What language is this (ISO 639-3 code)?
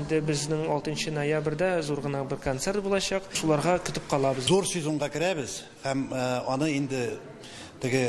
tat